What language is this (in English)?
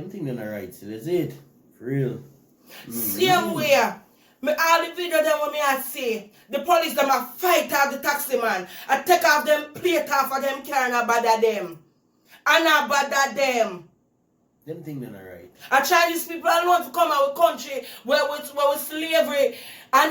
Jamaican Creole English